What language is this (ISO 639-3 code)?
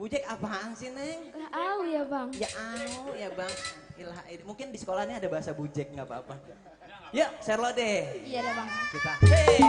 bew